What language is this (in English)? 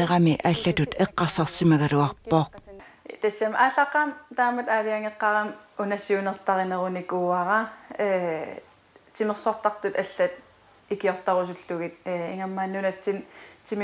Kalaallisut